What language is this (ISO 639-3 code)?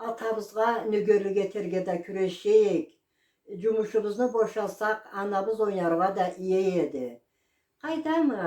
krc